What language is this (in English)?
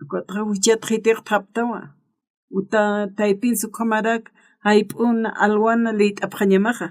Aymara